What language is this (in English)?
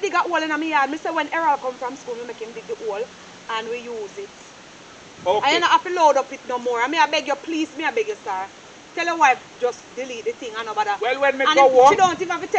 Jamaican Creole English